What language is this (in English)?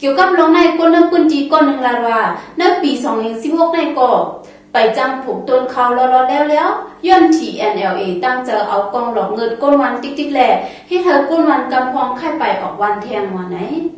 Shan